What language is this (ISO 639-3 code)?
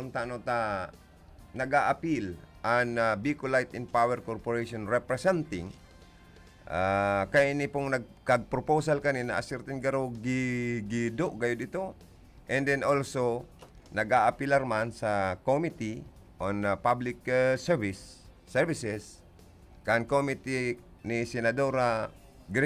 bik